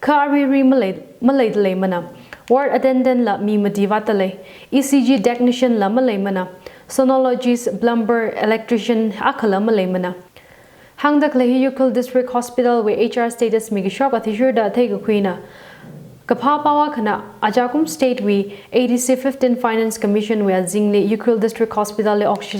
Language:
Tangkhul Naga (India)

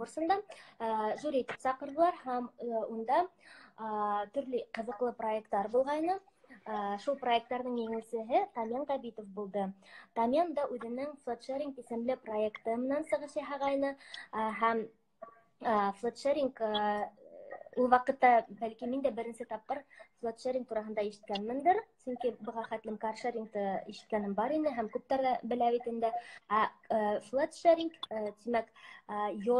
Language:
Bashkir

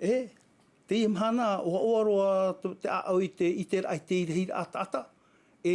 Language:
Tahitian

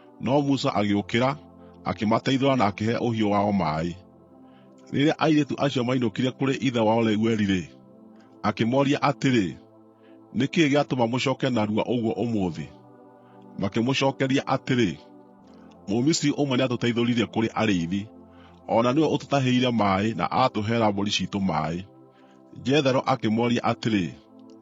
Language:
Kikuyu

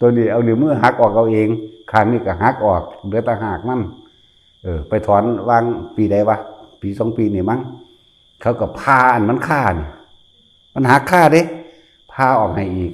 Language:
Northeastern Thai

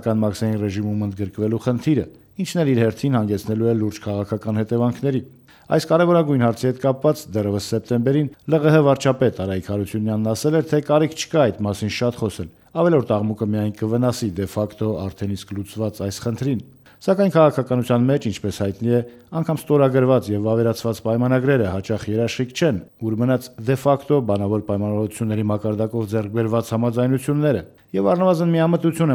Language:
Armenian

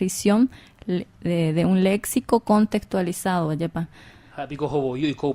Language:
Guarani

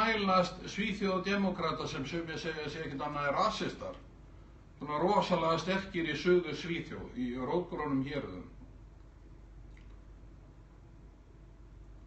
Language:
Icelandic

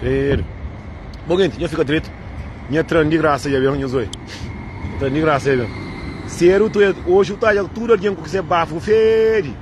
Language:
Kabuverdianu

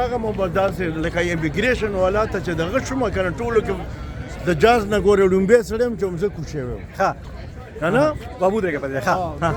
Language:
Pashto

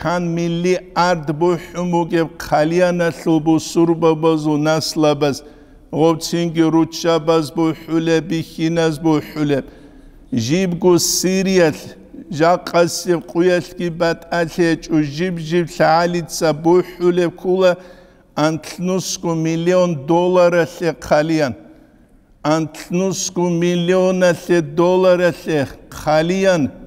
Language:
Avaric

